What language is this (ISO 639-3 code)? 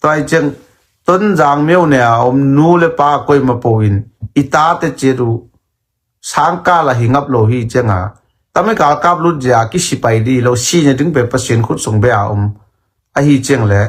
ctd